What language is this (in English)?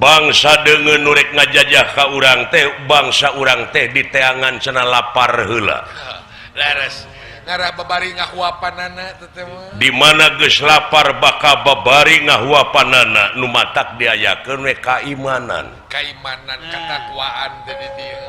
Sundanese